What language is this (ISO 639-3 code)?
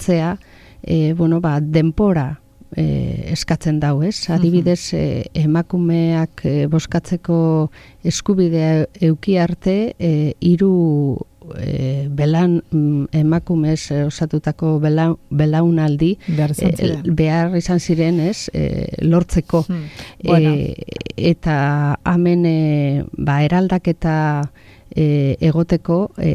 eus